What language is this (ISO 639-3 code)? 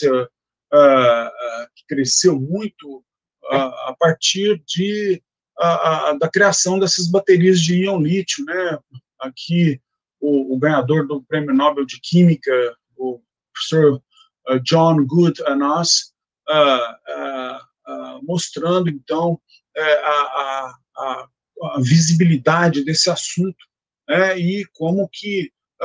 por